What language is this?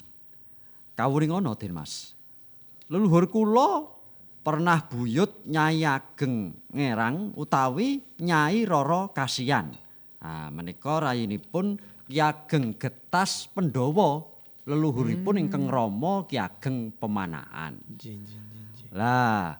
Javanese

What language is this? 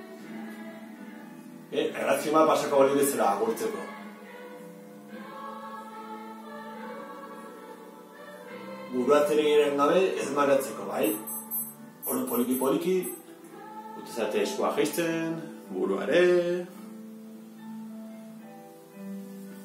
Basque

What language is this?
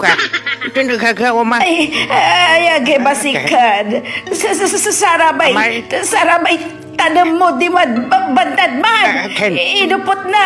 Pangasinan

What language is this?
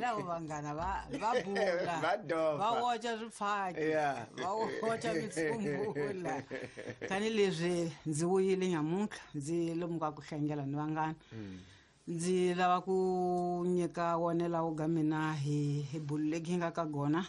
Tsonga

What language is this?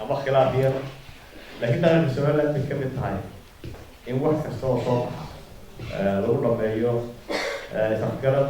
Somali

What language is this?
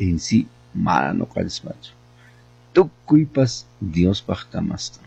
Quechua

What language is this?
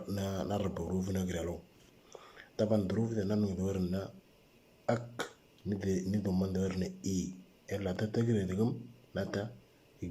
Moro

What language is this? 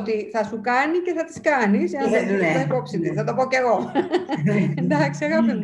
Greek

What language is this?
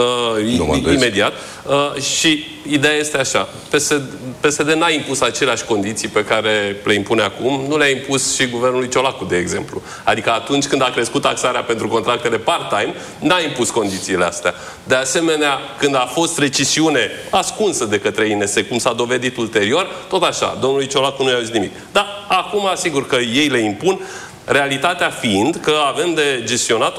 Romanian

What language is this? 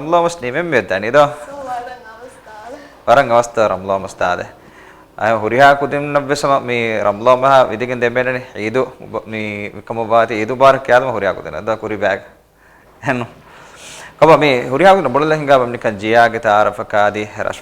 Divehi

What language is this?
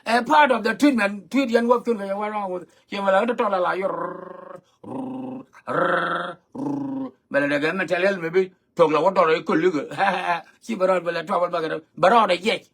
Nuer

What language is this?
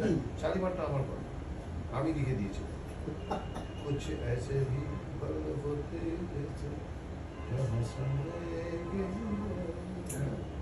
Bangla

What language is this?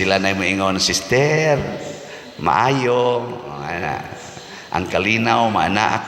Cebuano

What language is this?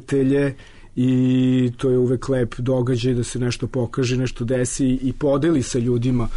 Serbian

